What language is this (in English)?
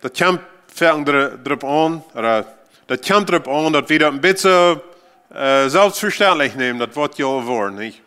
Plautdietsch